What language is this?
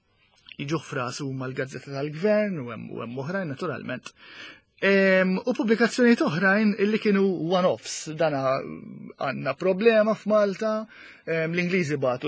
Maltese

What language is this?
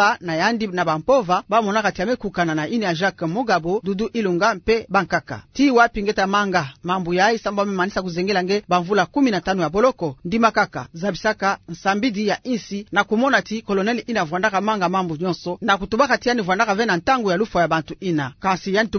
Kituba (Democratic Republic of Congo)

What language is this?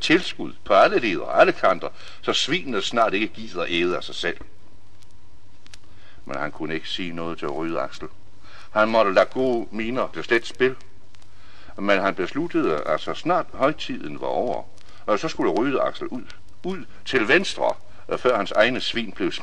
Danish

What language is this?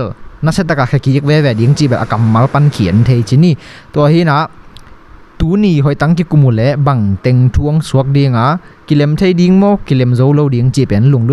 Tedim Chin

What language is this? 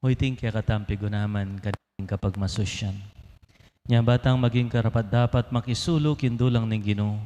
Pampanga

